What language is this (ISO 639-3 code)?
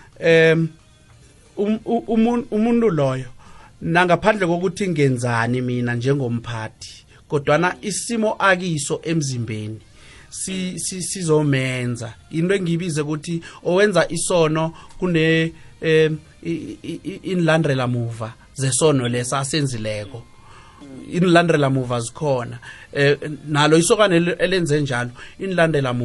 nbl